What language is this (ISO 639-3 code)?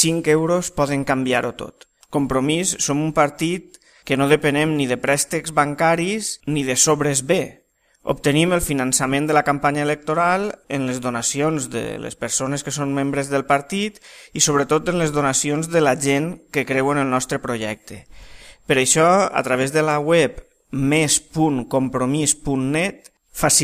cat